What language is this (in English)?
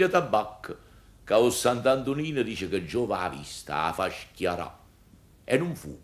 Neapolitan